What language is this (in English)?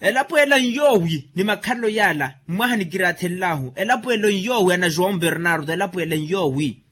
Makhuwa